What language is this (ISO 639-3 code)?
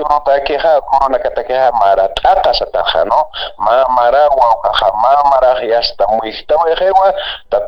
aym